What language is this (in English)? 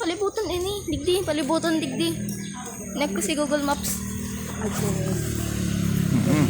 Bikol